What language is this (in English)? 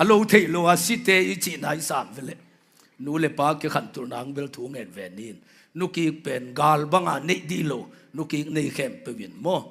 Tedim Chin